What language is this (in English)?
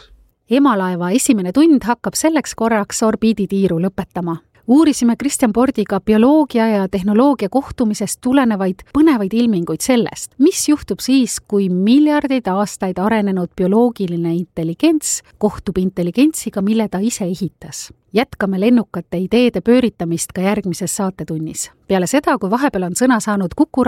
Estonian